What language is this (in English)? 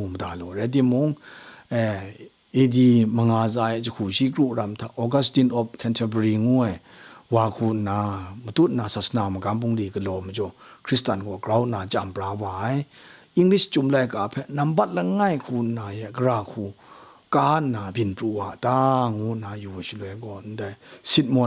Kachin